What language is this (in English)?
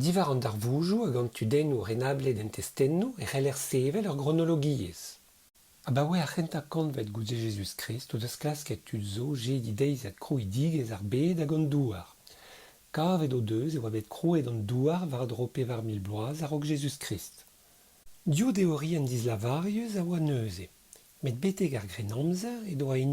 Breton